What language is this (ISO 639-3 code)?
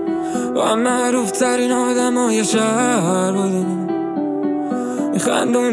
fas